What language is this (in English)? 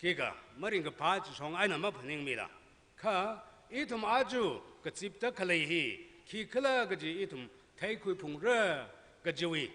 Tangkhul Naga (India)